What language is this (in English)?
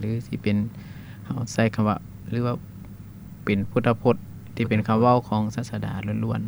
Lao